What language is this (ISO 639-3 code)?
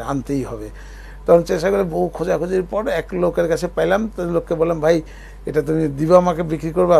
ben